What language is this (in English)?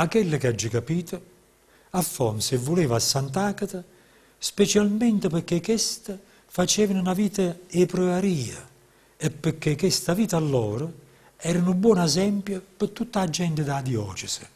Neapolitan